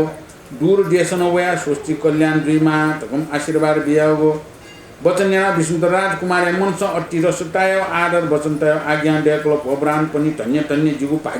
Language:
Newari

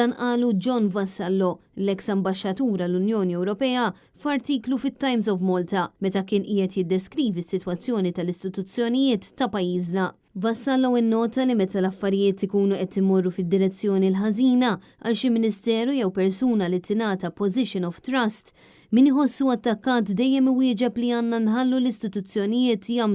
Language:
Maltese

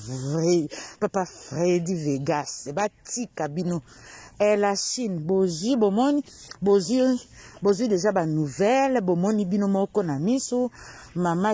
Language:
Lingala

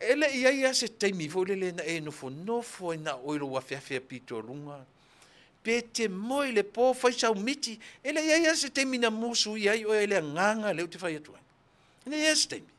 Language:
Samoan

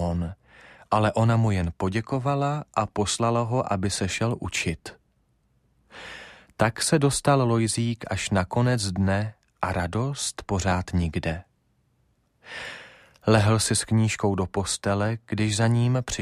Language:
Czech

